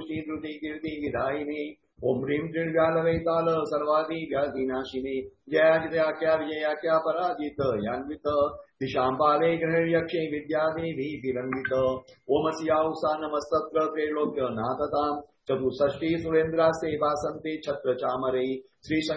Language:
Gujarati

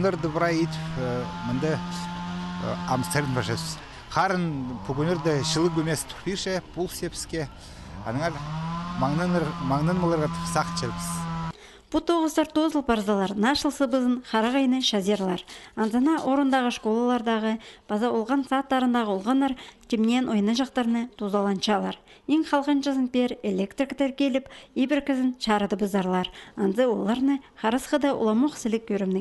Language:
Khakas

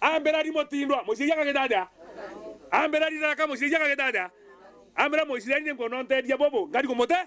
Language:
Meru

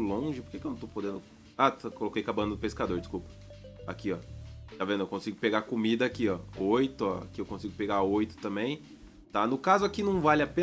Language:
Portuguese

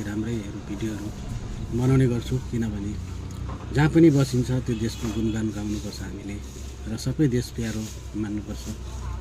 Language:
Nepali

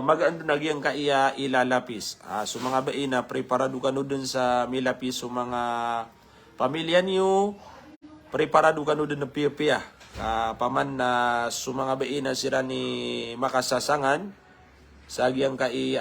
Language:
Maranao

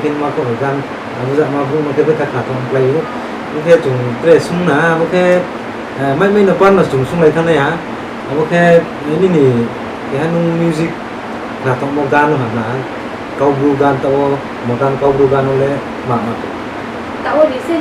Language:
Riang (India)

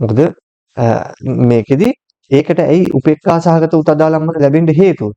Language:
Sinhala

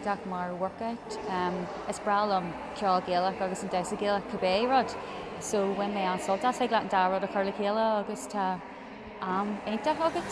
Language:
Irish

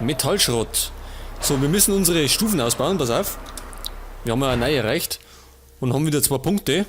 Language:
Bavarian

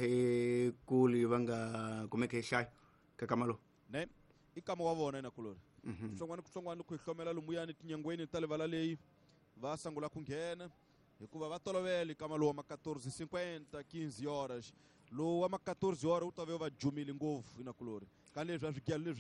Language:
Tsonga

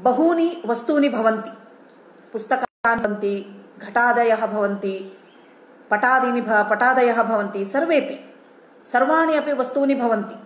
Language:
Sanskrit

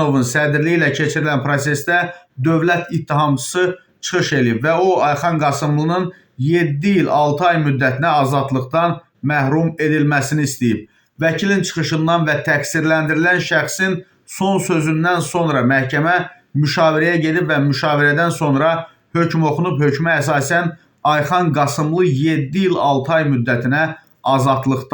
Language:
Azerbaijani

